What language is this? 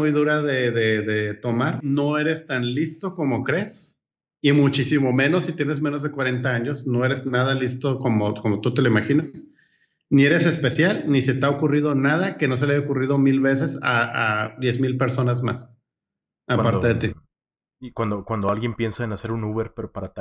Spanish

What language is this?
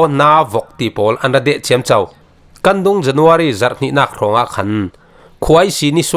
Falam Chin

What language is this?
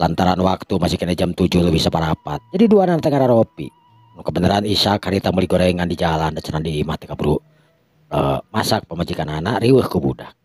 Sundanese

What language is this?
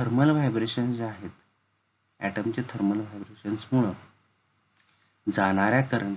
Marathi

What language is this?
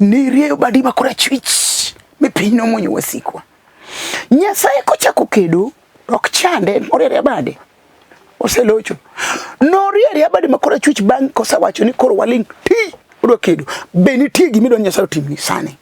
Luo (Kenya and Tanzania)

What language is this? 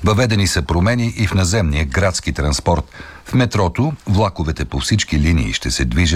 Bulgarian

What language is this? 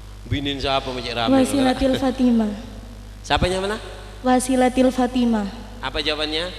Madurese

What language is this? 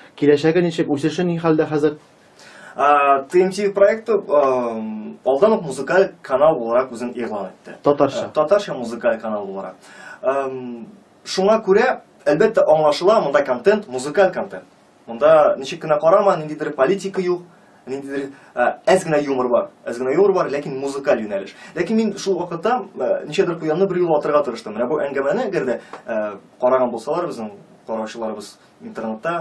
Tatar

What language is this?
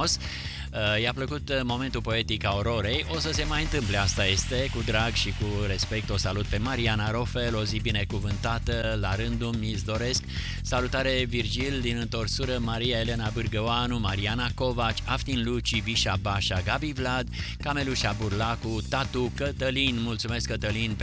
Romanian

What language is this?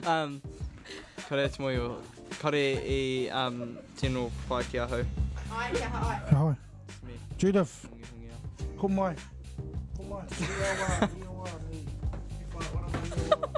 Māori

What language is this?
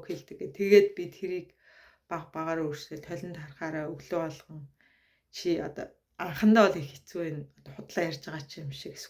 Mongolian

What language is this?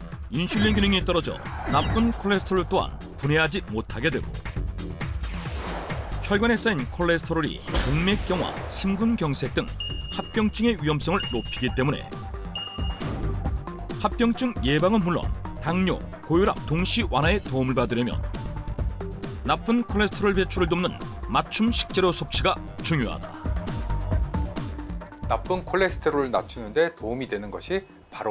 Korean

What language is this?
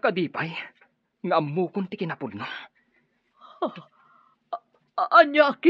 Iloko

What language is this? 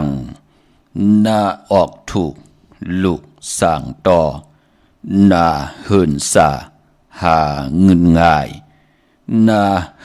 Shan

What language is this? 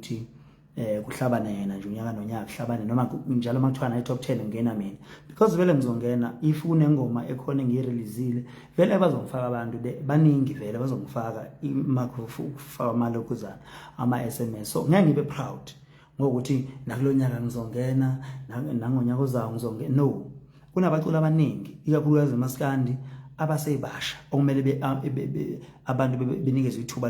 Zulu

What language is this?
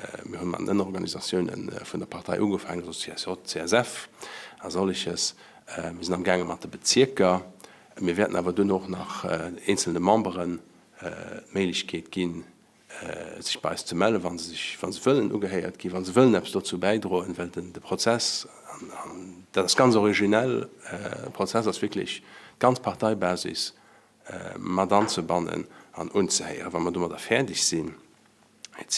Luxembourgish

